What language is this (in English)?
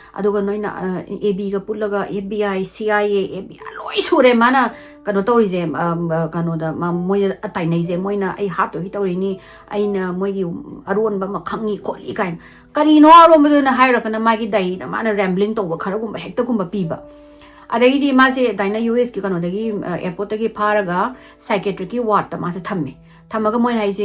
Manipuri